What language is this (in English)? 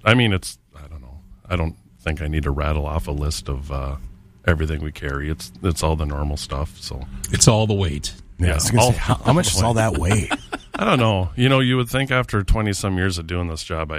English